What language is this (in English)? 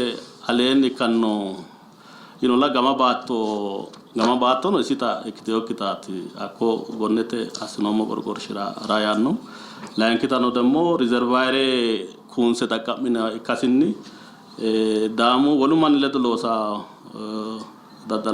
Sidamo